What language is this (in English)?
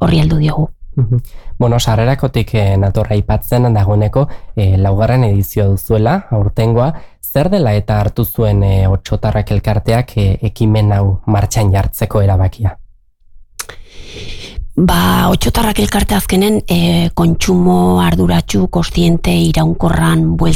Basque